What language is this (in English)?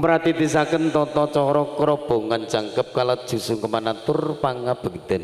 Javanese